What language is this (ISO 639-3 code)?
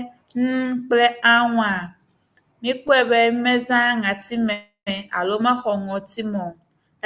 ewe